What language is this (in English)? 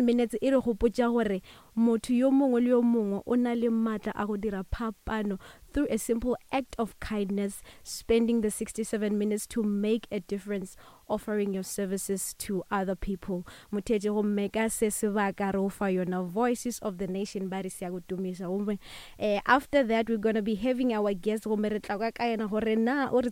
Northern Sotho